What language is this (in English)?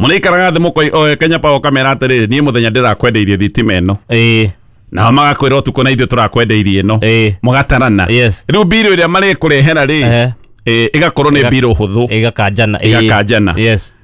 Kikuyu